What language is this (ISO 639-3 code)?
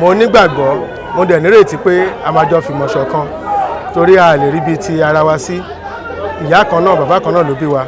yor